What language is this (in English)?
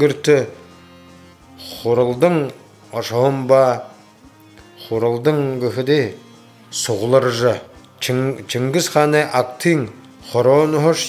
Buriat